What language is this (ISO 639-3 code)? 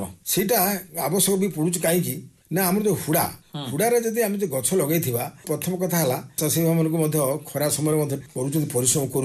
ori